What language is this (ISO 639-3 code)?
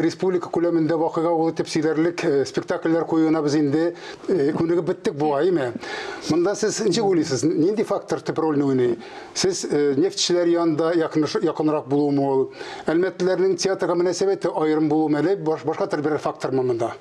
tat